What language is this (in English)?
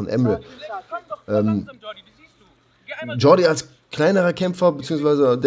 German